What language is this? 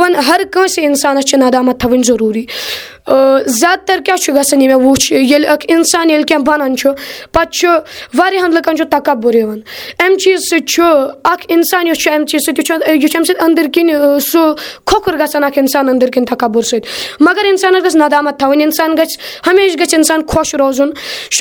Kashmiri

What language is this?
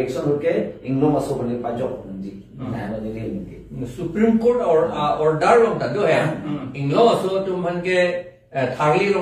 Karbi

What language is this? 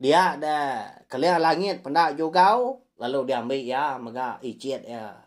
Iban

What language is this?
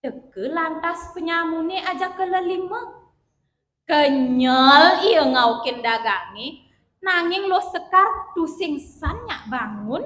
Balinese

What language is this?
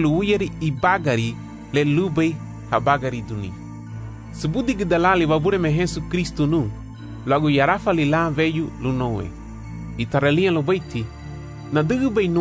Garifuna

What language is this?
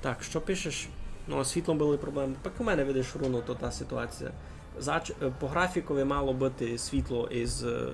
Rusyn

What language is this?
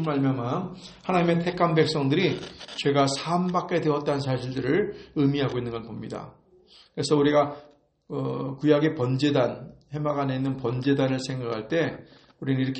Korean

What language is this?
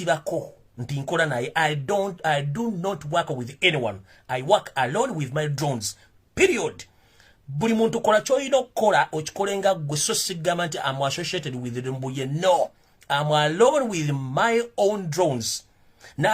Ganda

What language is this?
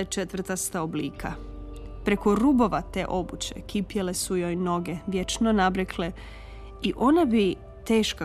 Croatian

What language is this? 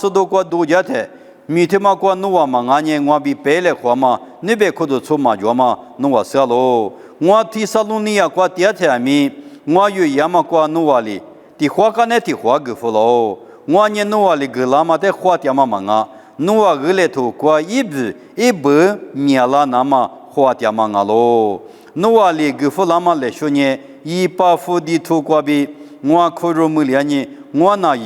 Lisu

